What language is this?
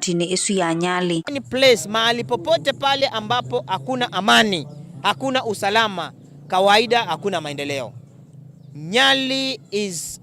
Kamba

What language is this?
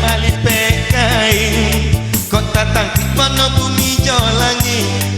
Minangkabau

